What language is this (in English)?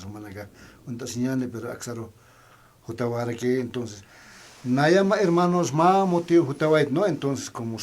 Aymara